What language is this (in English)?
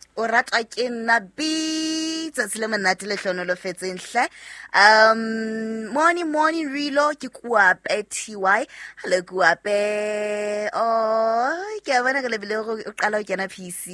Southern Sotho